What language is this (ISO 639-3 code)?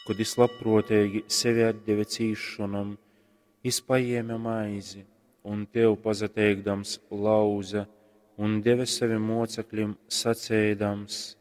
ltg